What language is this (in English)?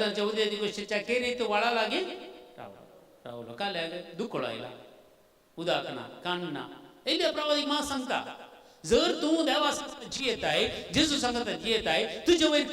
Konkani